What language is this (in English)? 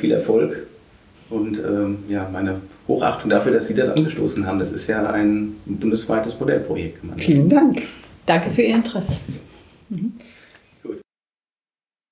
German